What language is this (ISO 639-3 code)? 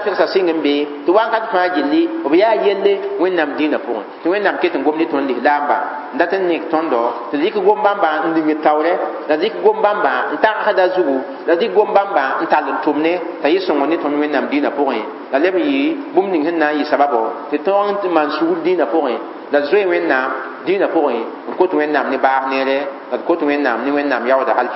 mos